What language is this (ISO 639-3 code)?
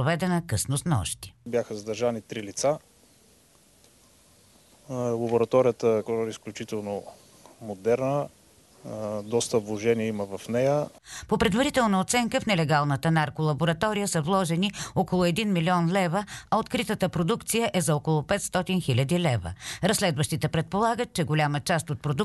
bul